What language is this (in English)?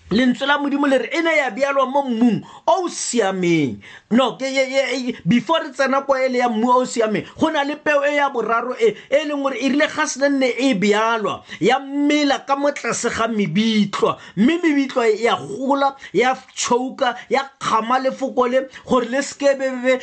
Tswana